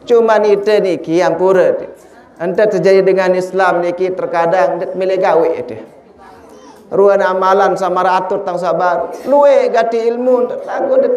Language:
Sasak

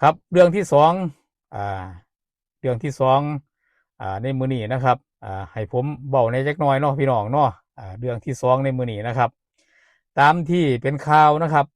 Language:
Northeastern Thai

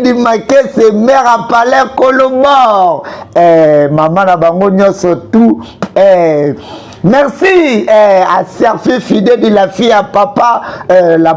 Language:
Lingala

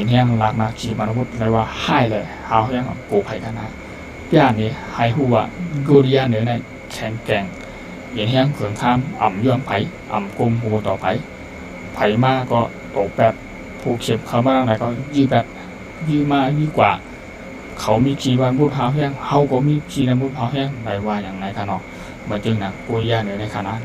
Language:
Shan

